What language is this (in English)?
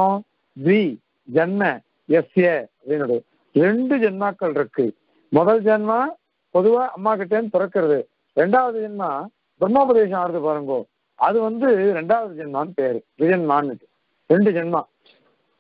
Tamil